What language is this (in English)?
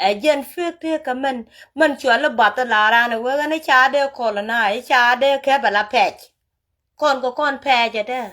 Nuer